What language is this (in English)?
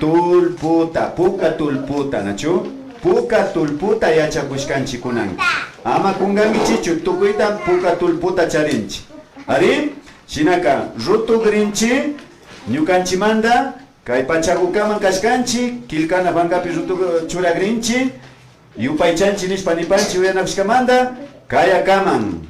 Imbabura Highland Quichua